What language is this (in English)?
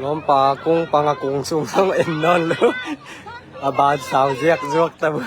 Tedim Chin